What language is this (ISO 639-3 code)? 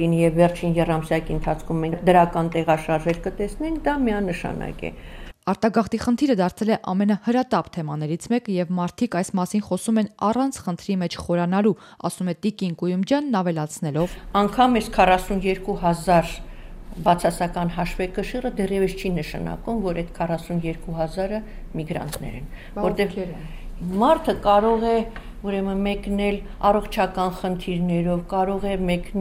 hye